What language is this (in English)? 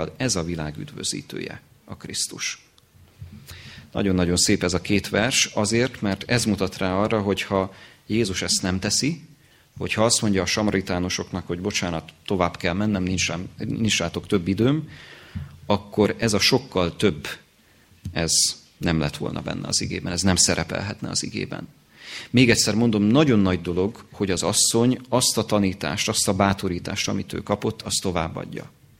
Hungarian